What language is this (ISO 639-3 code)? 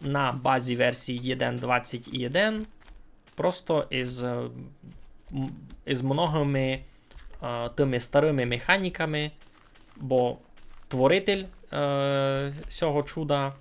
rue